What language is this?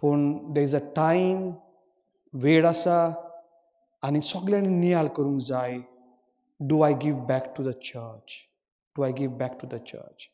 Konkani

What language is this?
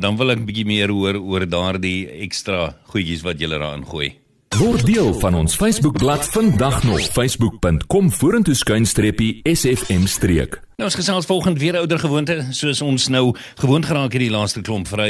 Afrikaans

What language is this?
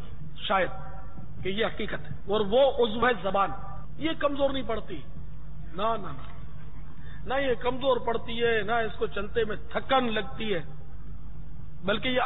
Urdu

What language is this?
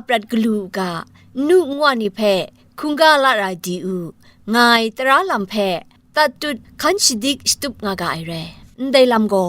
Kachin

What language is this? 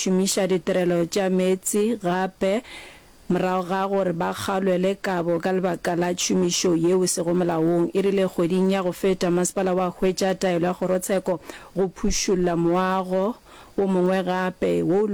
Northern Sotho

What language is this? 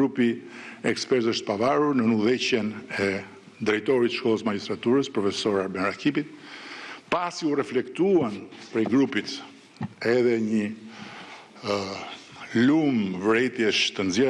Albanian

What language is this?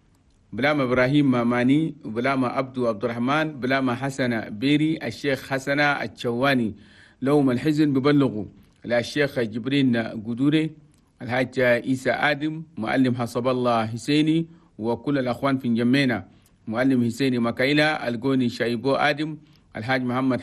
Chadian Arabic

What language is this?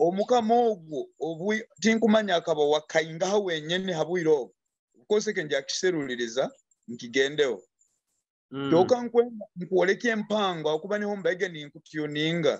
Nyoro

